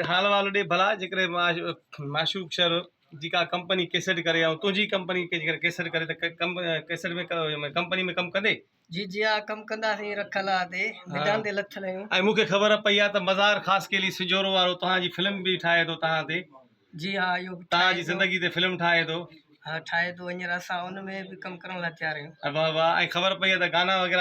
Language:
Sindhi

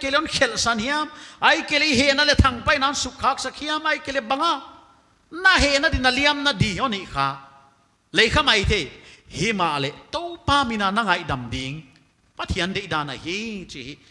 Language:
Paite Chin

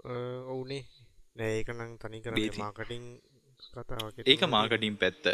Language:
Sinhala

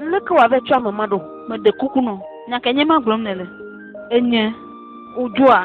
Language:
Ewe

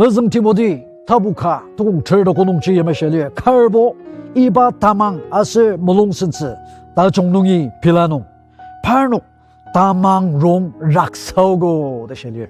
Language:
Ao Naga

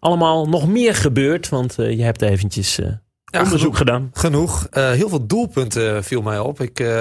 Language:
Dutch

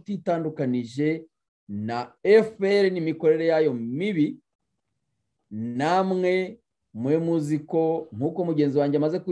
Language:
Kinyarwanda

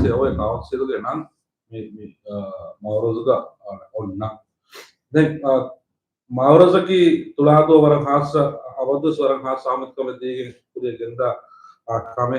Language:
Divehi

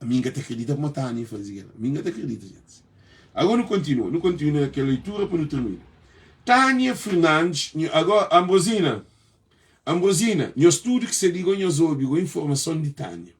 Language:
Kabuverdianu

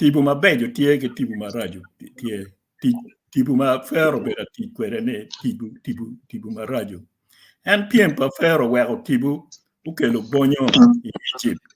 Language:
Acoli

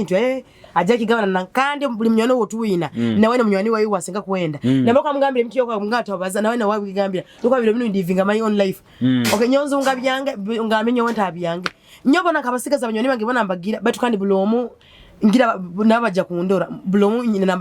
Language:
Nyoro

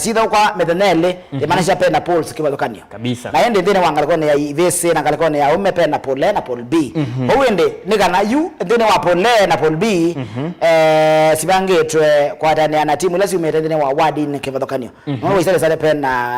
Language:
Kamba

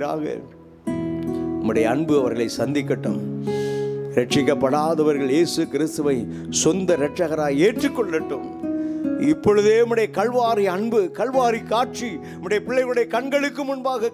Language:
Tamil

